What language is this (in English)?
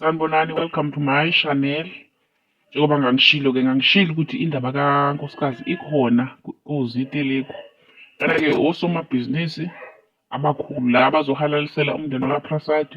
Zulu